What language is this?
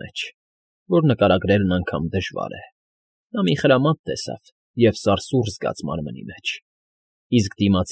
Armenian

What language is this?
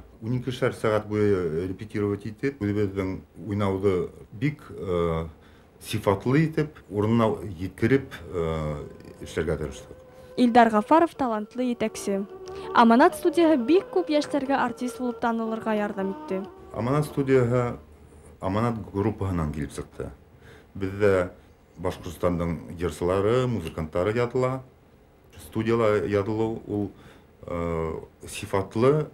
Bashkir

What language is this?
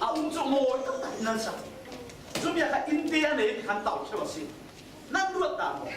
Falam Chin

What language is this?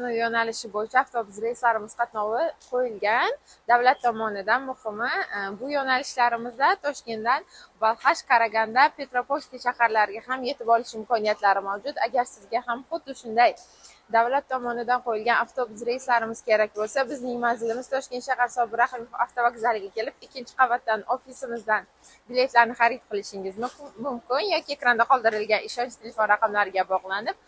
Uzbek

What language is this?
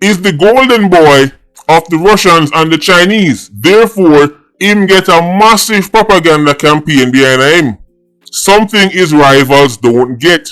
Jamaican Creole English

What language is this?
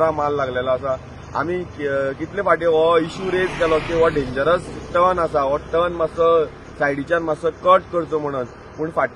Konkani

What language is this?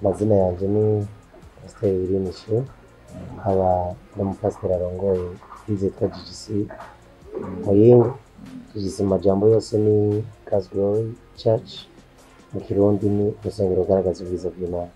Rundi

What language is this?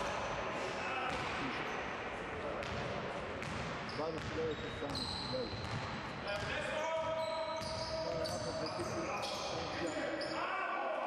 Serbian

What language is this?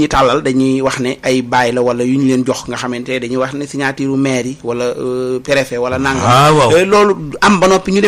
Wolof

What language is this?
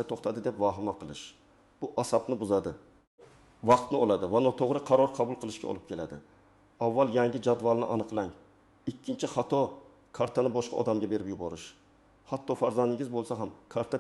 Uzbek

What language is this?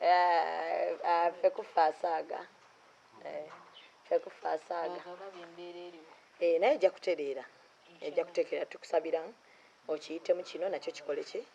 Ganda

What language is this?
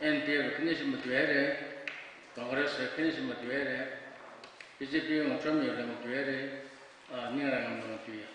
Tangkhul Naga (India)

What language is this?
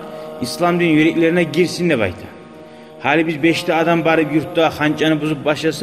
Kumyk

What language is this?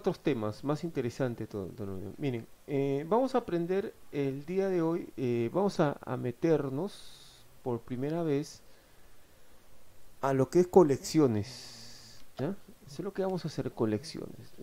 Spanish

